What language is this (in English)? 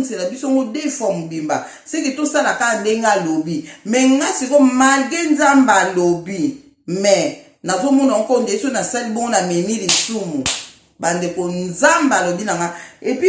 Lingala